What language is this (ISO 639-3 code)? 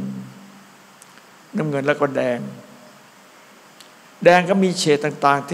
tha